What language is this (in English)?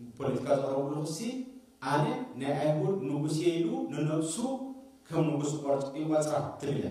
Tigrinya